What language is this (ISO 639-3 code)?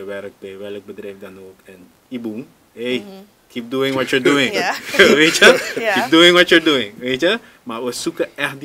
nld